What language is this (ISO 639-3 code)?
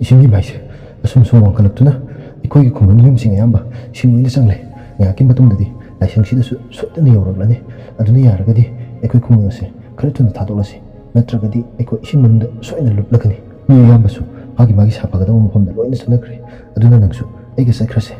mni